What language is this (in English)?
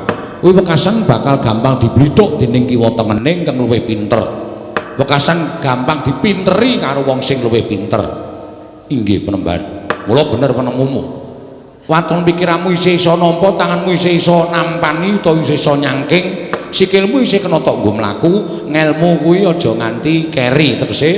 Javanese